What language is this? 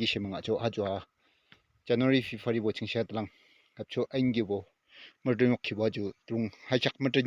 Yimchungru Naga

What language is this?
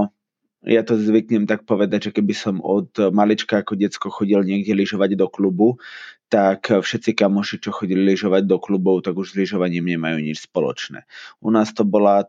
Slovak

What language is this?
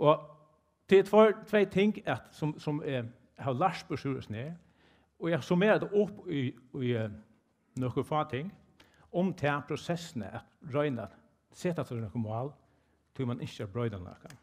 Faroese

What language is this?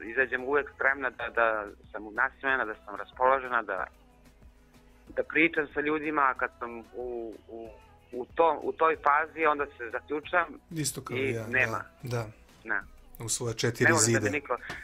Serbian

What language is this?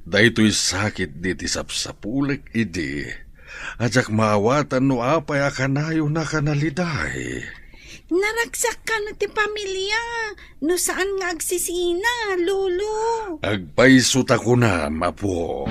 Iloko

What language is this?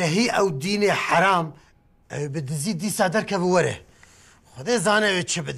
Kurdish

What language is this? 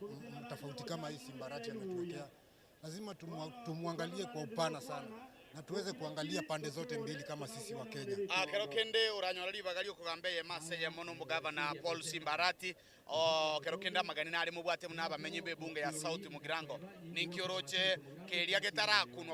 Gusii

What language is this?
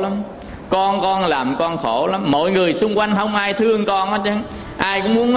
Vietnamese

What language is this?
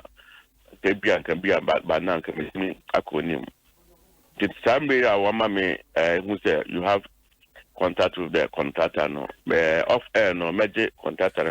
Akan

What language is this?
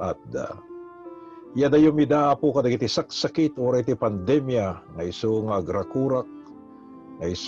Iloko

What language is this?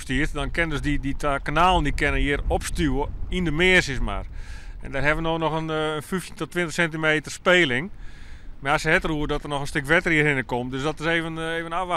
Western Frisian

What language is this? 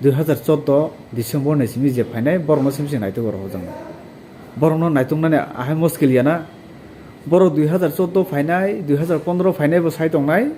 Kok Borok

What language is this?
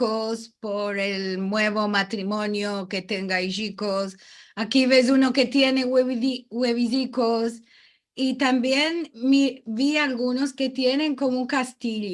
Ladino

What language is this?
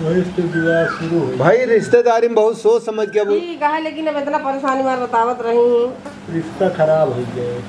Awadhi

